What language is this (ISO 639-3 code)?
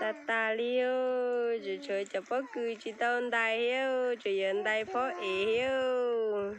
hmn